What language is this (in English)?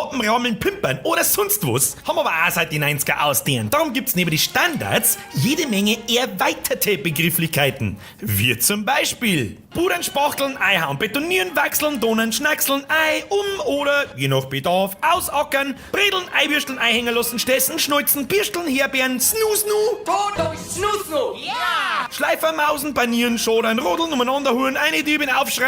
Bavarian